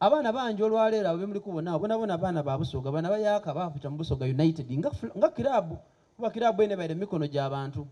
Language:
Soga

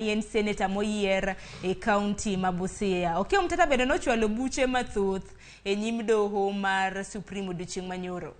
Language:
Luo (Kenya and Tanzania)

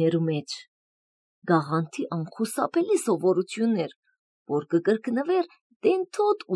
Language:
Armenian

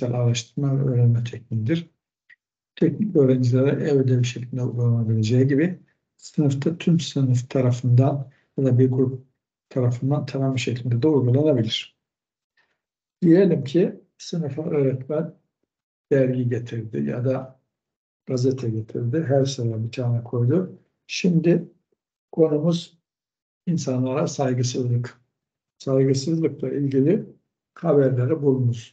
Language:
Turkish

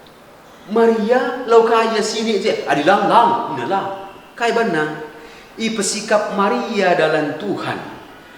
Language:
Batak Karo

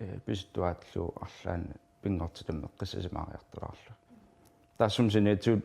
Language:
Kalaallisut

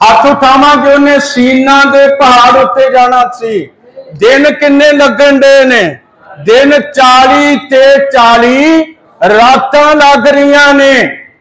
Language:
Punjabi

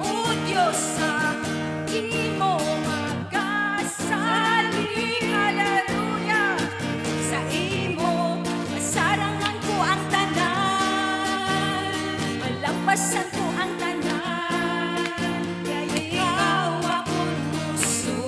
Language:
Hiligaynon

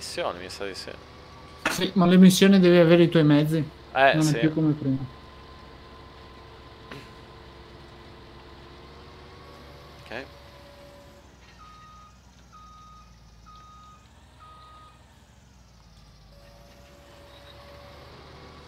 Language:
Italian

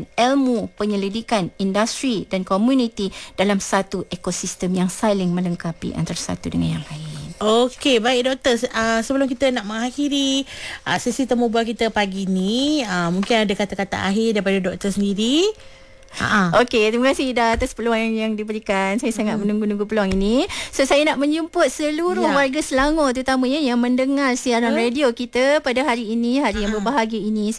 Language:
Malay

